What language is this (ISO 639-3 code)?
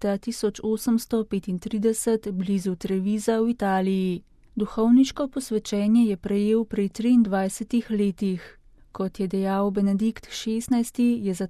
slv